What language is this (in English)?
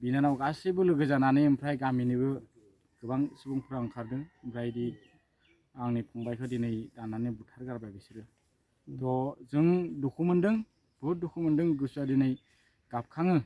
Bodo